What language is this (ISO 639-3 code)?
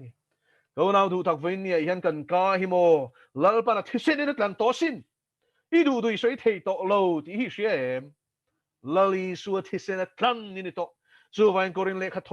lus